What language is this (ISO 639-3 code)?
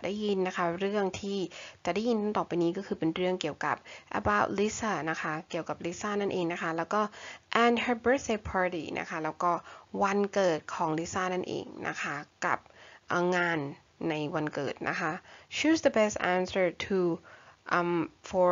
tha